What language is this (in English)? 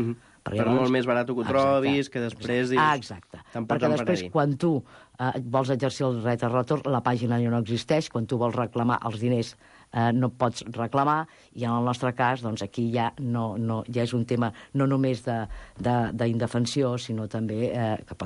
Catalan